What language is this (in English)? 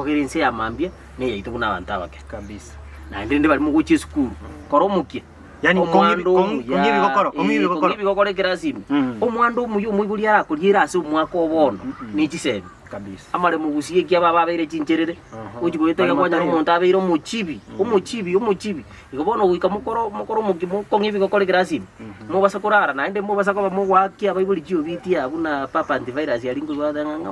Gusii